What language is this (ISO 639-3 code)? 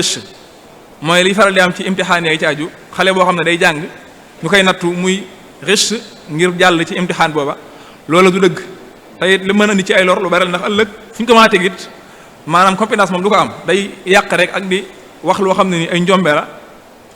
wol